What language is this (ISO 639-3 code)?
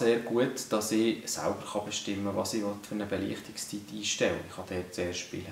gsw